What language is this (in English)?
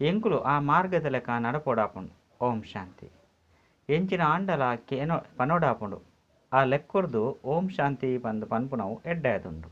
Tulu